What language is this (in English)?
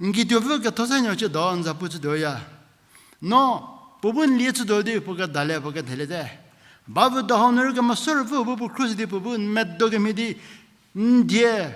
Angami Naga